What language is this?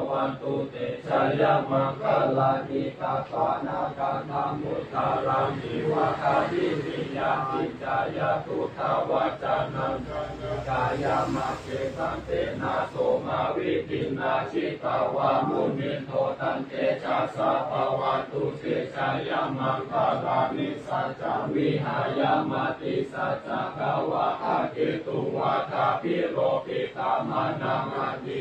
Pali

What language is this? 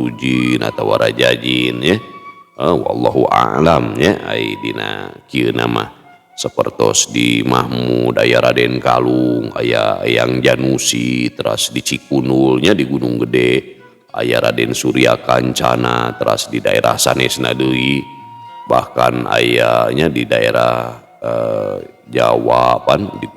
Sundanese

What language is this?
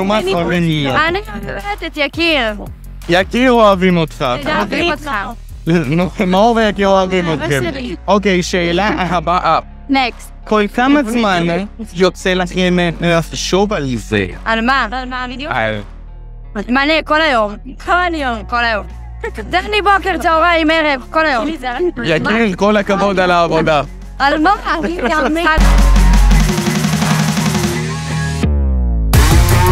Hebrew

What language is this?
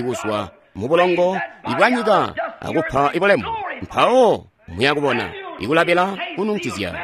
Tonga (Zambia)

